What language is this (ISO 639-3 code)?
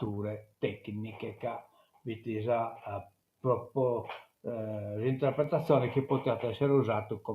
srd